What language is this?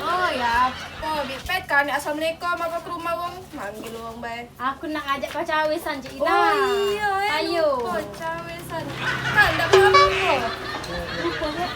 Musi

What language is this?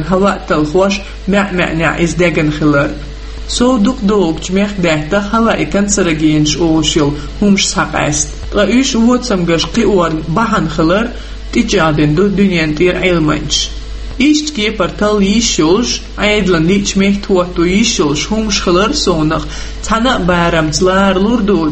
Chechen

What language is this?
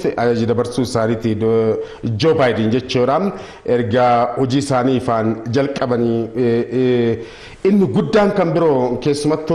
Oromo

